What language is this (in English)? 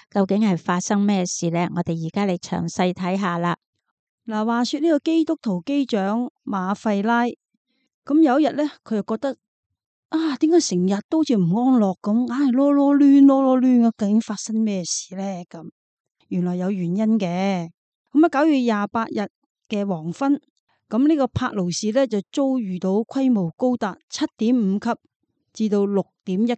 Cantonese